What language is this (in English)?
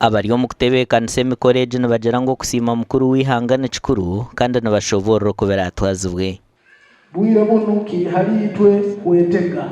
Nyankole